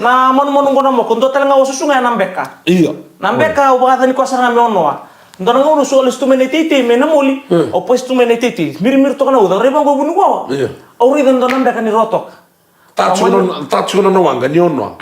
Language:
Fijian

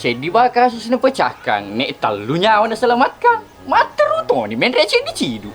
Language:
Buginese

